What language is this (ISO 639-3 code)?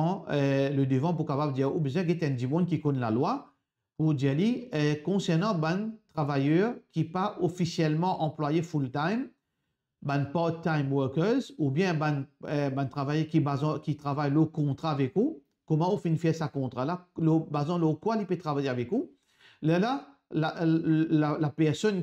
mfe